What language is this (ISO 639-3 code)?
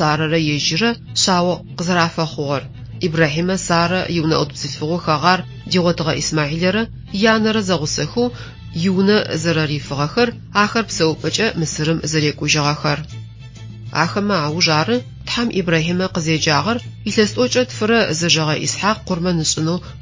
ady